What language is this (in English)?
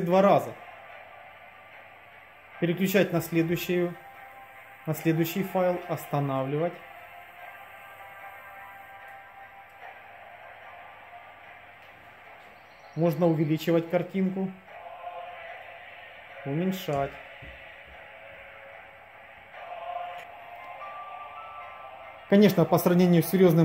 Russian